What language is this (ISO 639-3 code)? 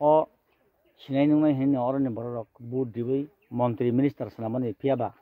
trp